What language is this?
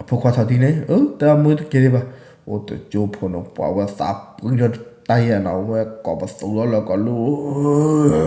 S'gaw Karen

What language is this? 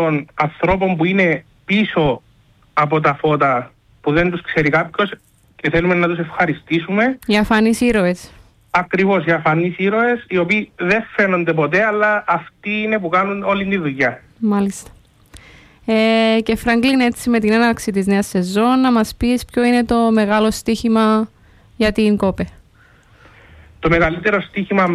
Greek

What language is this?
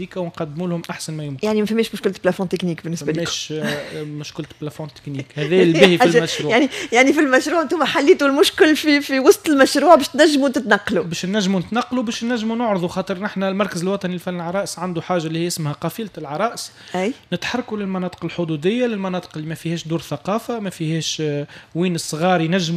Tunisian Arabic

